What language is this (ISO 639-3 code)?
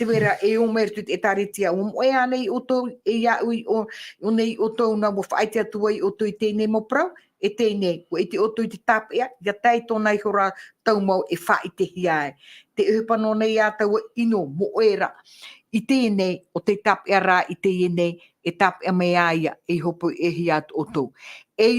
tah